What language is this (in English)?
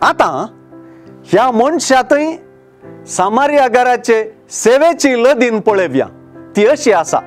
Konkani